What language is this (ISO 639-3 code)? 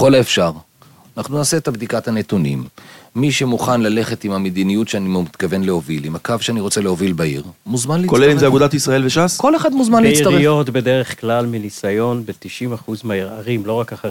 heb